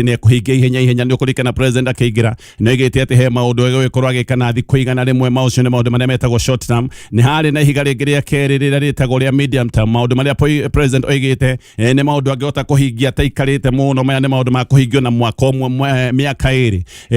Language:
Kikuyu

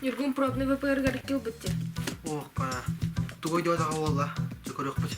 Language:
Yakut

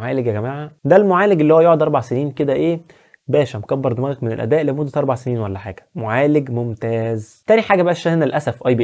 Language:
Egyptian Arabic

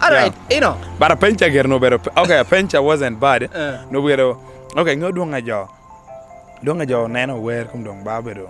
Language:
Lango (Uganda)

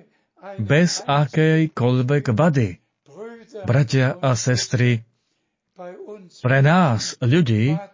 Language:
Slovak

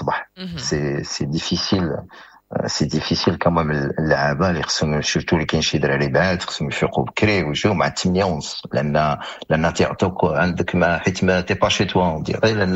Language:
Moroccan Arabic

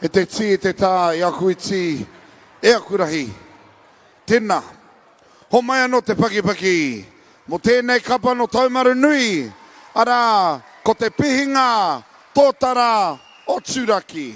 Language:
Māori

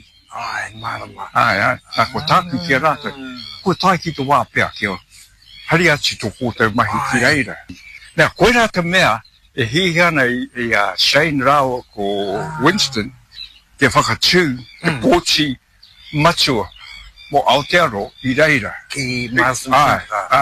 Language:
Māori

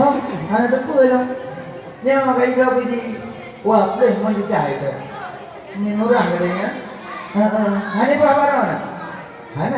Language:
Achinese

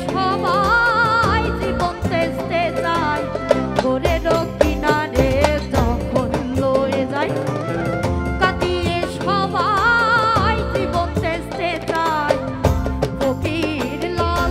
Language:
Bangla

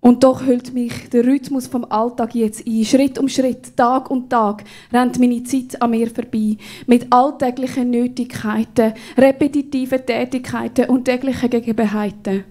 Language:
Swiss German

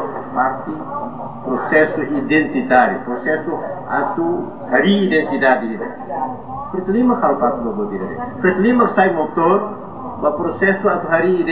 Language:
Tetum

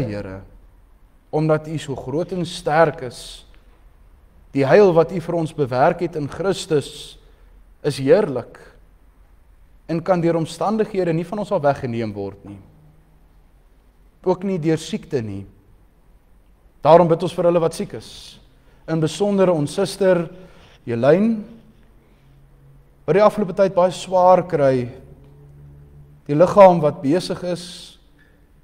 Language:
Afrikaans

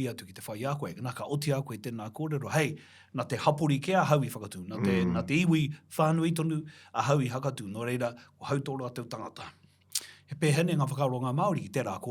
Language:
Māori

